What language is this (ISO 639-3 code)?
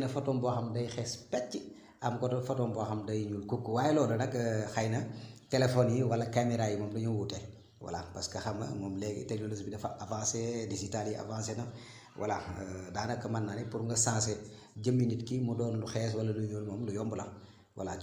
wol